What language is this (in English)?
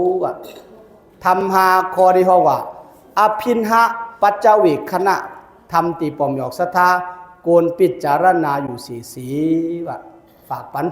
Shan